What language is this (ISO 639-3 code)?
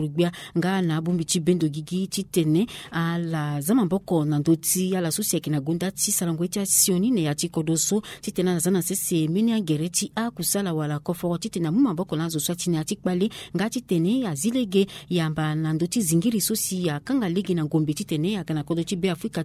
sag